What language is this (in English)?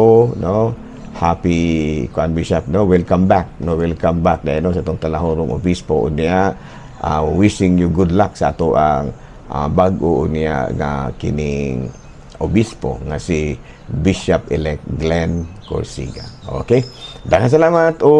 Cebuano